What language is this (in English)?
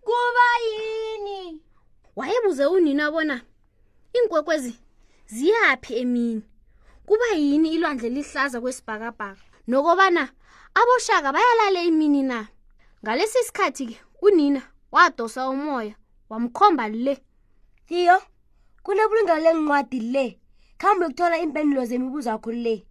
South Ndebele